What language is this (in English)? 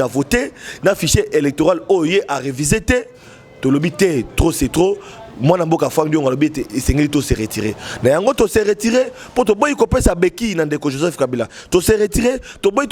Lingala